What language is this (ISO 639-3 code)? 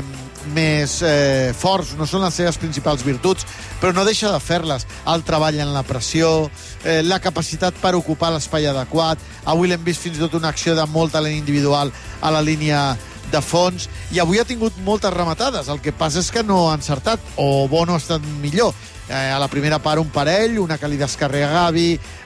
cat